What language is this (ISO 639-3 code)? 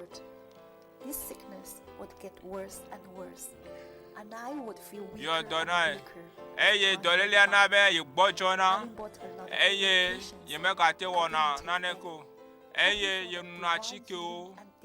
ewe